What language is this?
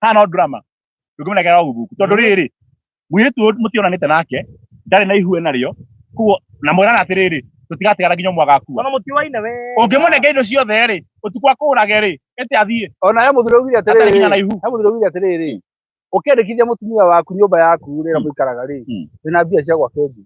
Kikuyu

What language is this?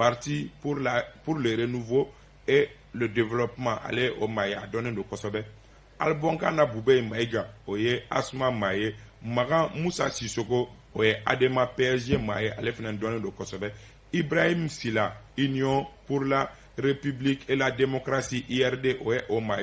Bambara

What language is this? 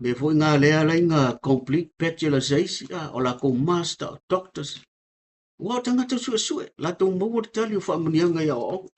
Samoan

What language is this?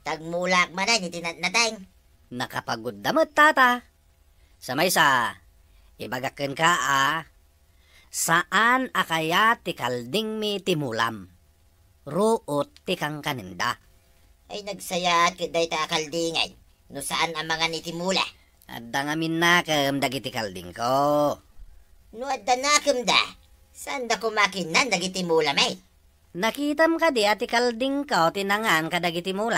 Iloko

